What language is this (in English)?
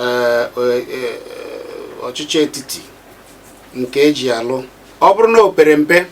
Igbo